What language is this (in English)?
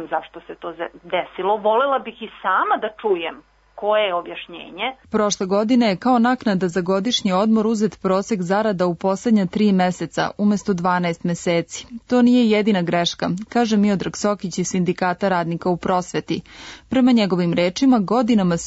Serbian